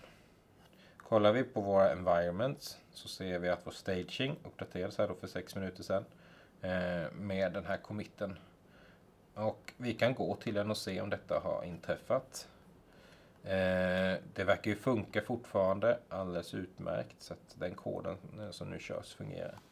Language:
Swedish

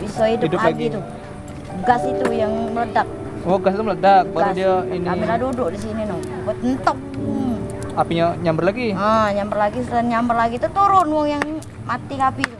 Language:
Musi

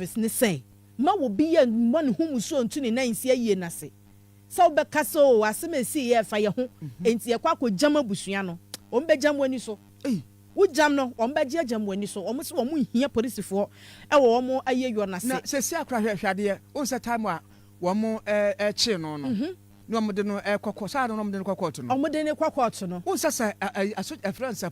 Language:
Akan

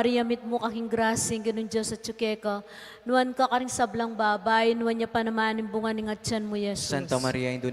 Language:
Pampanga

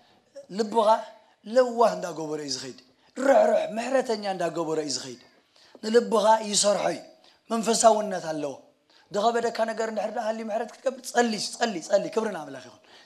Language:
Tigrinya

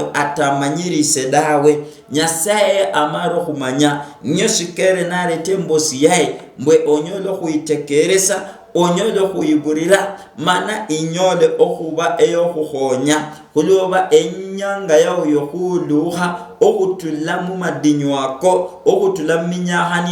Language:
Luyia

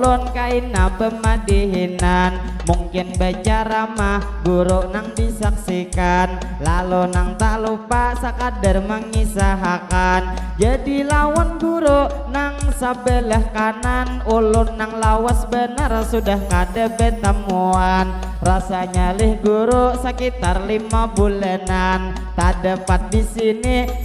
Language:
Banjar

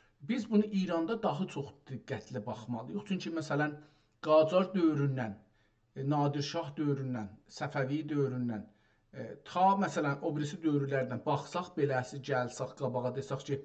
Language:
South Azerbaijani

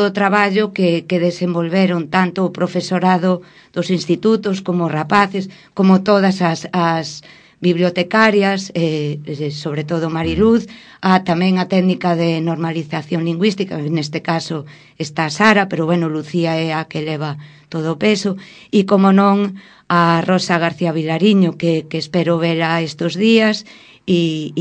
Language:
Galician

